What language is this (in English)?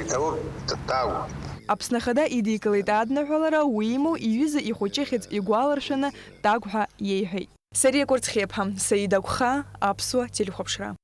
Abkhazian